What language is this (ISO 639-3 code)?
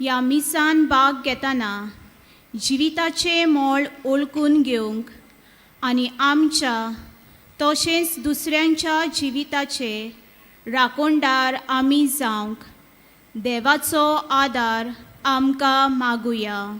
kok